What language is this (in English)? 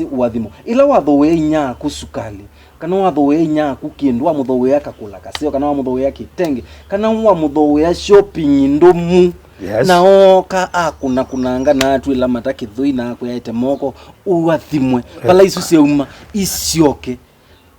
Kamba